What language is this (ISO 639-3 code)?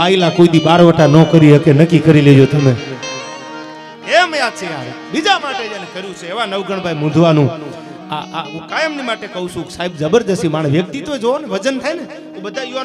guj